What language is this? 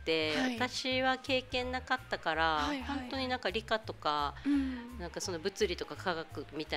Japanese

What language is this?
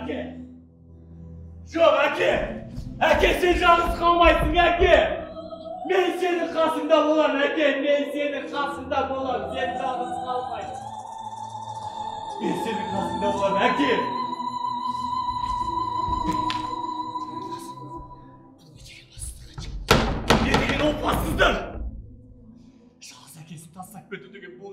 Kazakh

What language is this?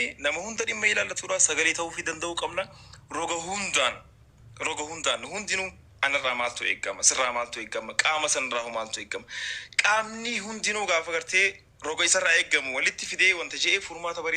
Oromo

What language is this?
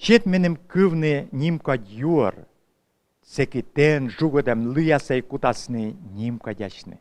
Komi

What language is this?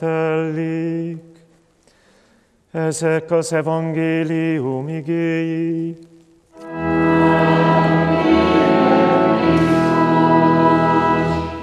Hungarian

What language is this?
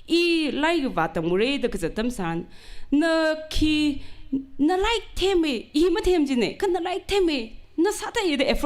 Tangkhul Naga (India)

